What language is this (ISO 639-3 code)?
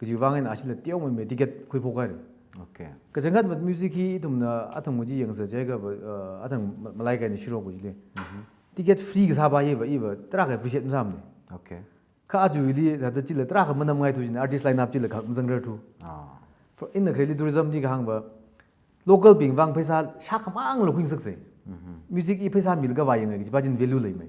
nmf